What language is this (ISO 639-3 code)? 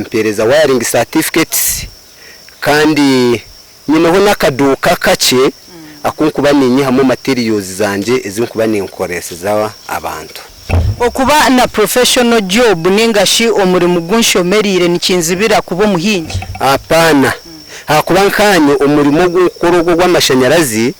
nyn